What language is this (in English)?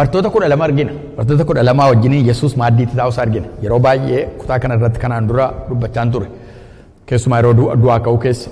Oromo